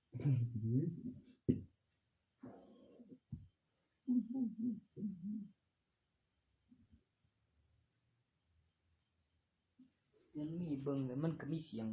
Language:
Northeastern Thai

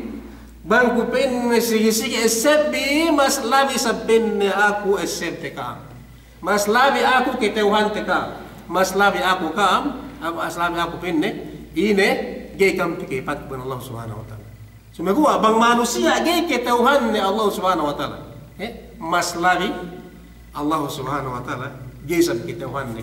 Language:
Yakan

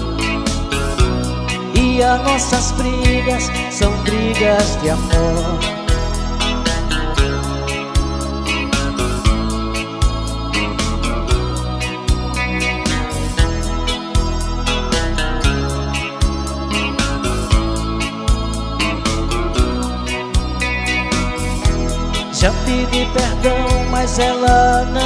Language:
Portuguese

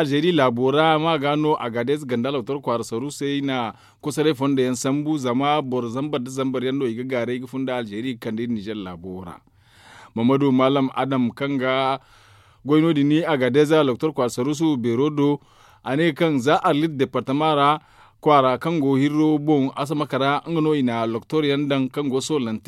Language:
Zarma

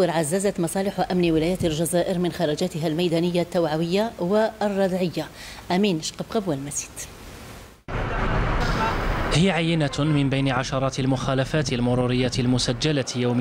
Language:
Arabic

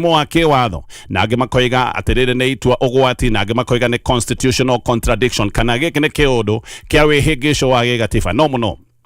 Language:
Kikuyu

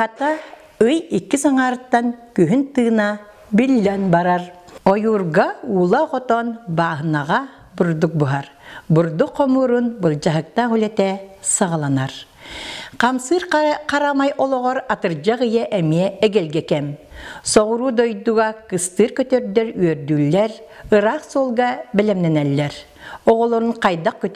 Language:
Yakut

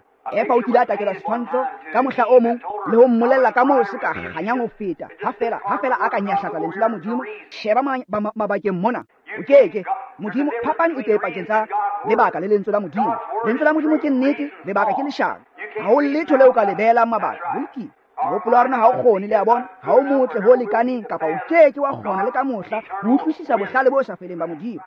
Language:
Tswana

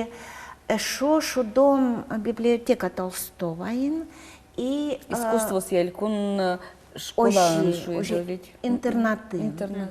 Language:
Udmurt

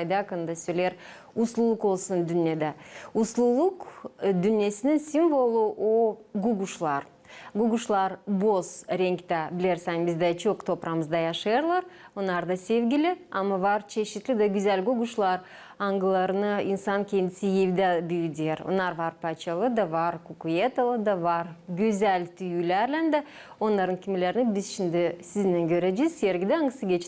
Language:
Gagauz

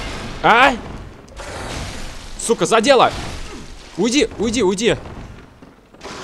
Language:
Russian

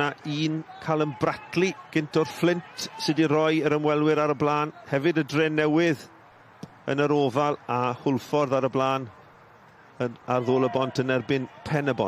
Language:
Welsh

